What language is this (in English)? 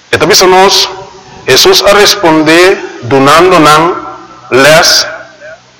Papiamento